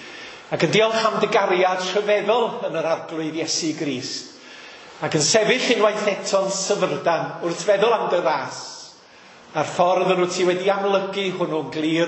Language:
Welsh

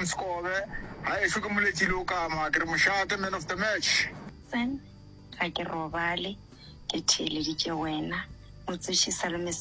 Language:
Northern Sotho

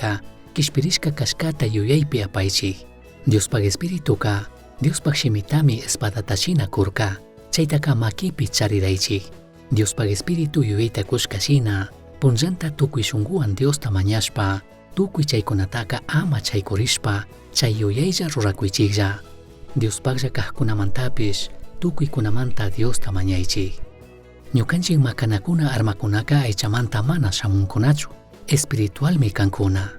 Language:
Chimborazo Highland Quichua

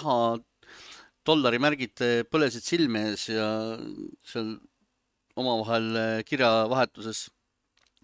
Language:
Estonian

